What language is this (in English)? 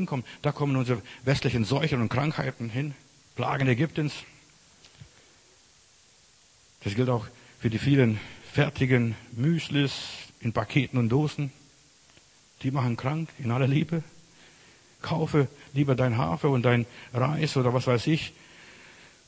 German